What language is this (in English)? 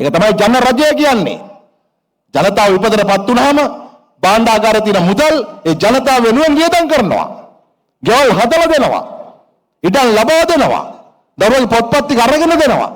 Sinhala